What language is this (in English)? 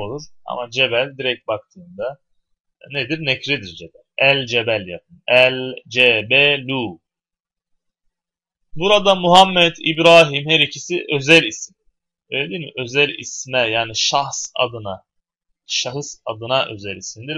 Turkish